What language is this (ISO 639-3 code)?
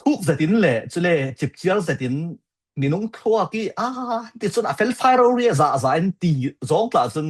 cfm